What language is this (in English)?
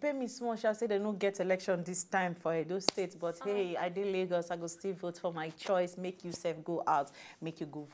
Nigerian Pidgin